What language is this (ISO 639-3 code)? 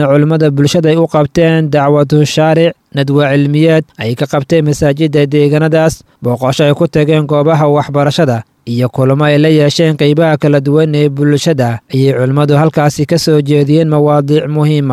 som